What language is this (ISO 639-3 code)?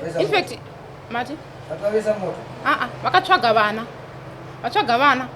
sna